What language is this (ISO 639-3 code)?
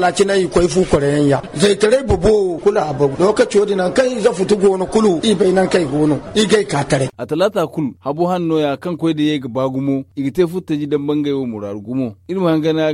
dje